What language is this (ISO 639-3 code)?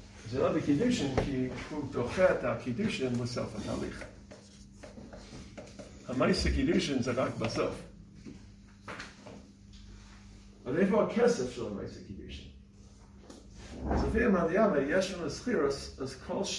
heb